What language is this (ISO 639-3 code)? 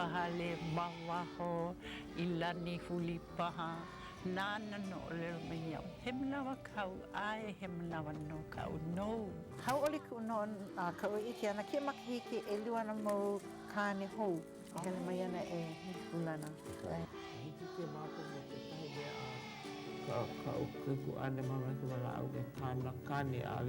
haw